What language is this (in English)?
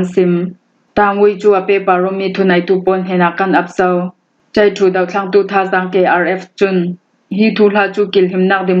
Falam Chin